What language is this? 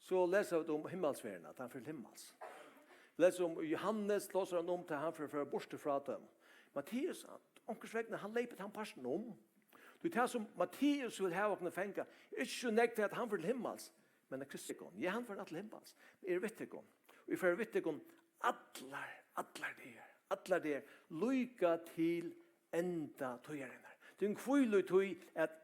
Faroese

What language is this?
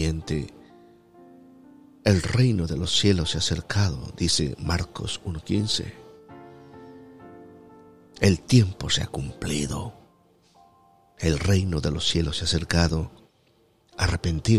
Spanish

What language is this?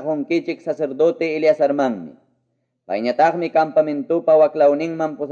Quechua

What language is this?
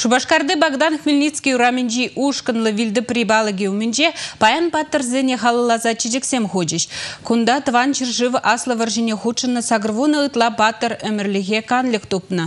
Chuvash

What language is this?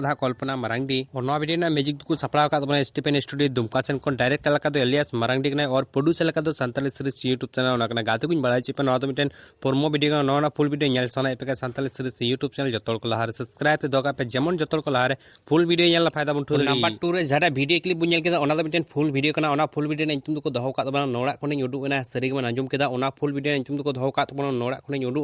Santali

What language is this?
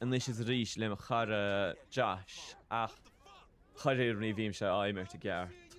Irish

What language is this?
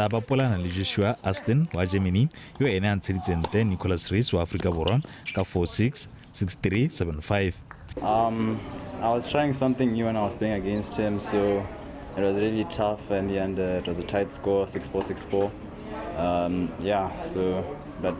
Tswana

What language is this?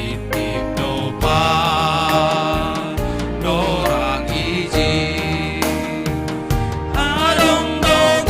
Batak Simalungun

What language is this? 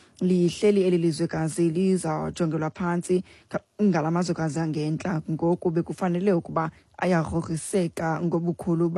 Xhosa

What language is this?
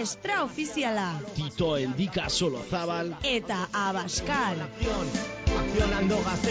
Basque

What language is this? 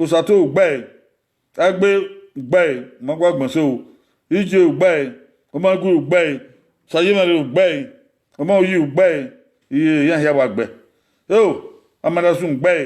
Bini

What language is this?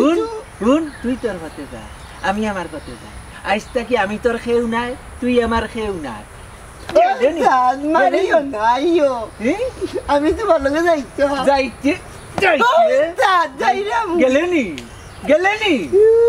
Sylheti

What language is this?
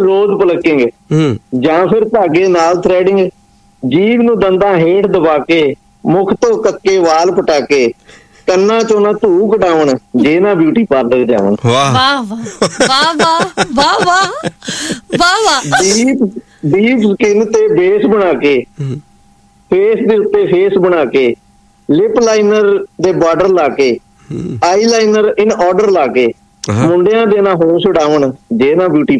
Punjabi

